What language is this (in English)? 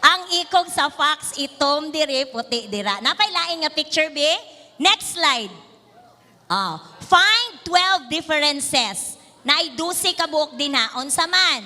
Cebuano